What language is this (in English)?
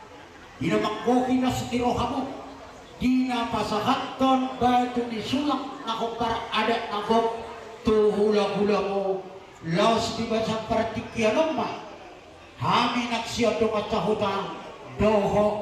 Batak Toba